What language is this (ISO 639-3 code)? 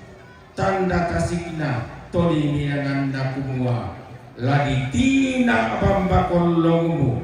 sda